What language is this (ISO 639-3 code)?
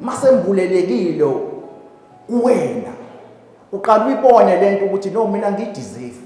zul